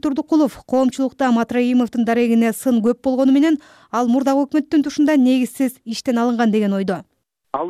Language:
Kyrgyz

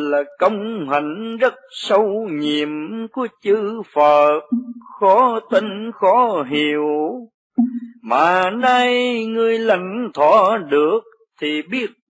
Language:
Vietnamese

